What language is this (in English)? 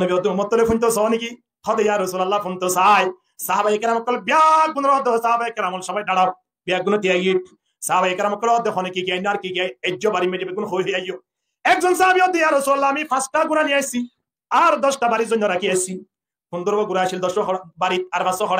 Rohingya